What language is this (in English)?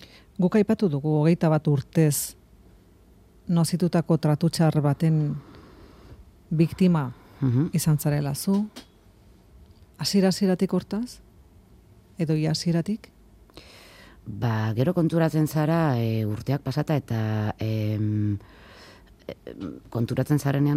Basque